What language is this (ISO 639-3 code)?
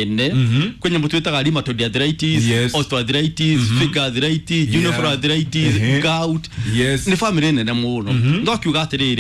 kik